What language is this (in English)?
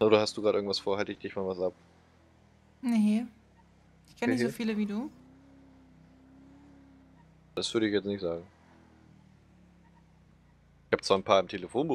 German